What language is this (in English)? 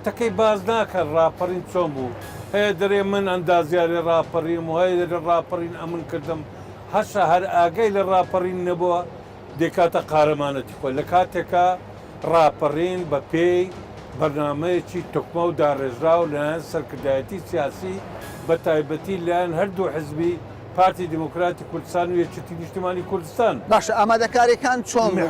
Central Kurdish